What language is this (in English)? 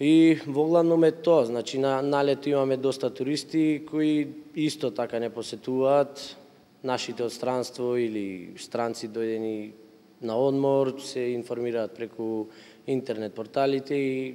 Macedonian